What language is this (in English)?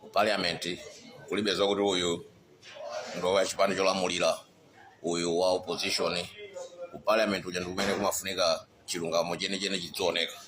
Nyanja